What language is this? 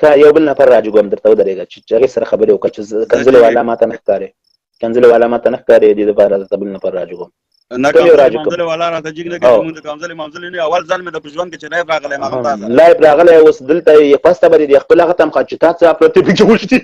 Pashto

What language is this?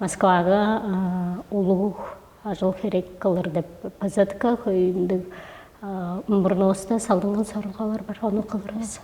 Tuvinian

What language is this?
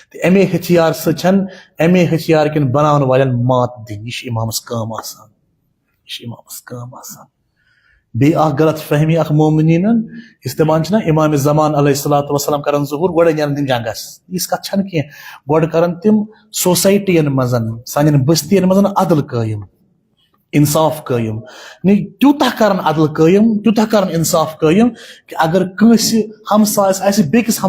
Kashmiri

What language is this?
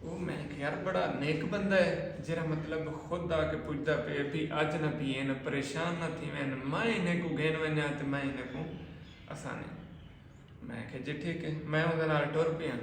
Saraiki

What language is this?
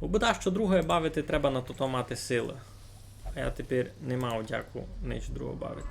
Rusyn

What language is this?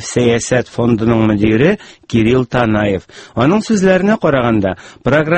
Tatar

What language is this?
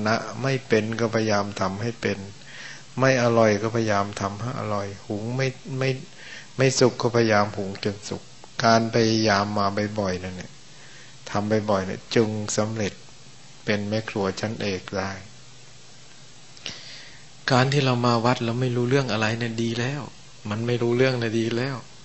Thai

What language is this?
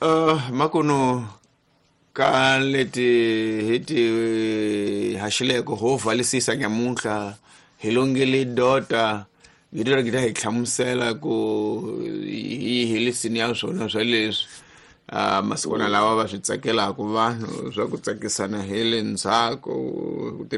Tsonga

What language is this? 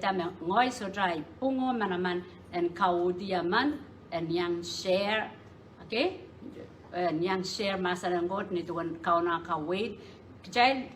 Pohnpeian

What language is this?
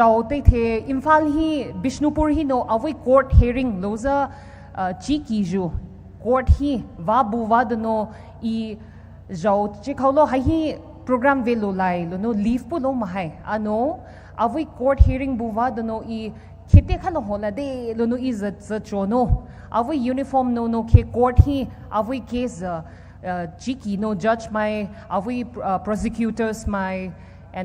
Poumei Naga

